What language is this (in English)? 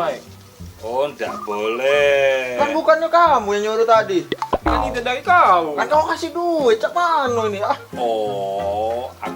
Musi